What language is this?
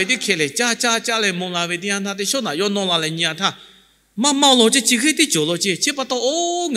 Lahu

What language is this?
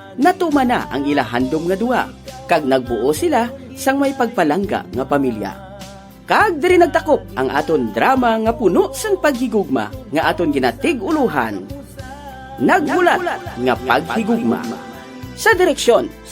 Hiligaynon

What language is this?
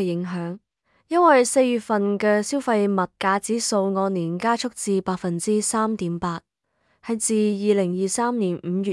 Cantonese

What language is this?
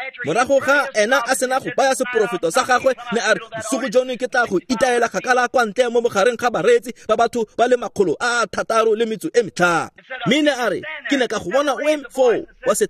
Tswana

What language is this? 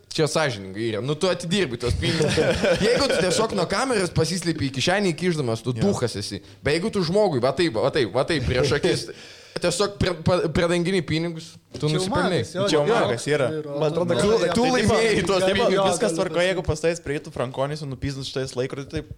Lithuanian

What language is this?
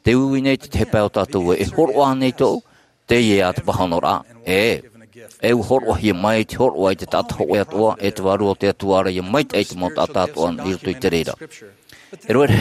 Tahitian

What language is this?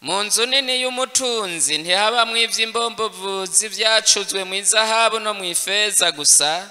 Rundi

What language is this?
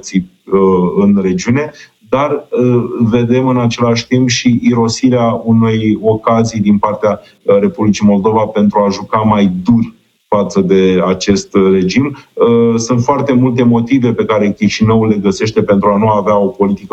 Romanian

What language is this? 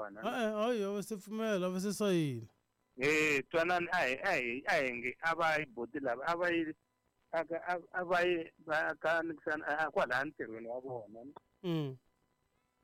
Tsonga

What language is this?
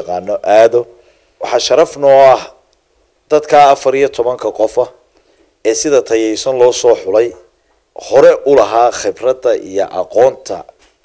Somali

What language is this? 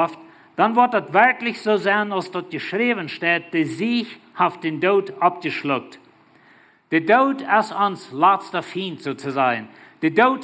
Plautdietsch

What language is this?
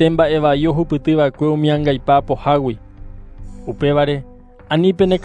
Guarani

